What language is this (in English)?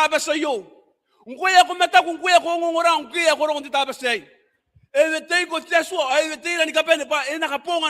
Gilbertese